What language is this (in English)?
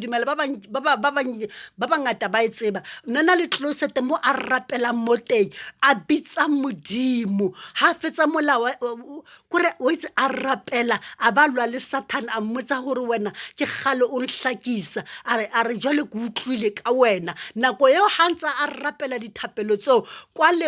Southern Sotho